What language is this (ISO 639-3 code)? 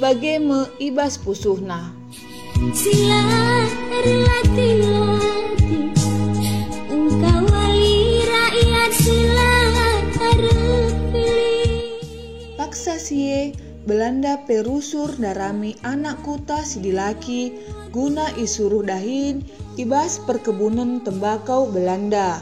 btx